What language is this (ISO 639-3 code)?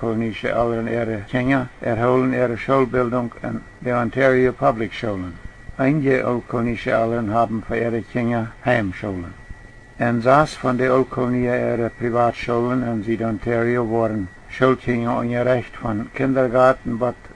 pdt